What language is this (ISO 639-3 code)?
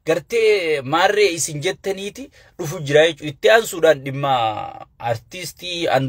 orm